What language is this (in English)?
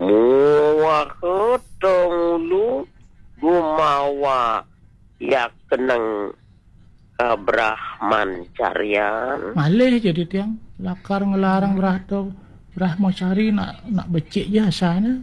Balinese